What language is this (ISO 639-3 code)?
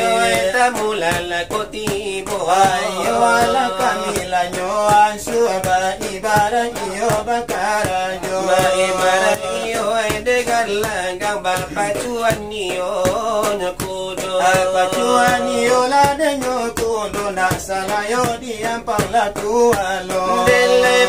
min